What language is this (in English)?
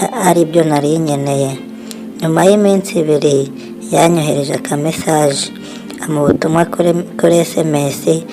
Kinyarwanda